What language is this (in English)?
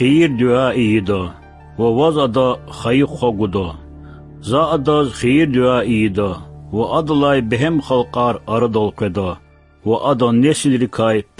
Lezghian